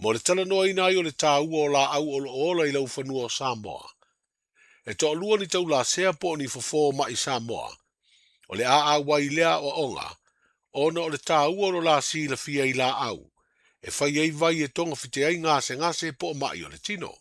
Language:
Samoan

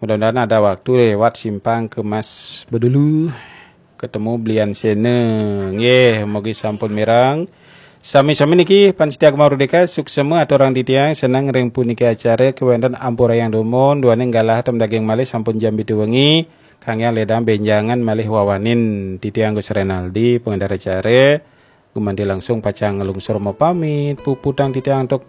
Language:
Balinese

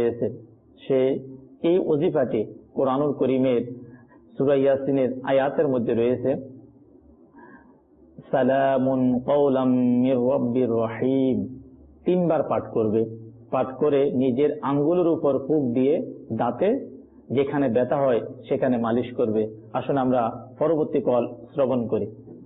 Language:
Bangla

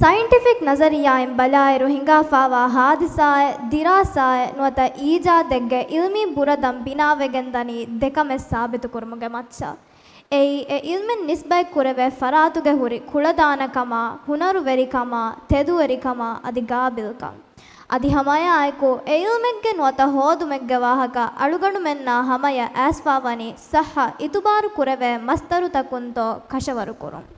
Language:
Divehi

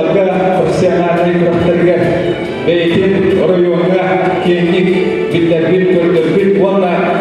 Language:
Yakut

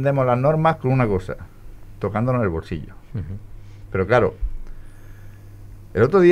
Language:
Spanish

